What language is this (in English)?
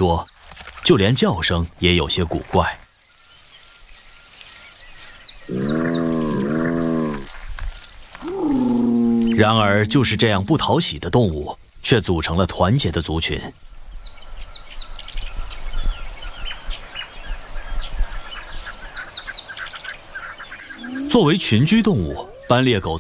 Chinese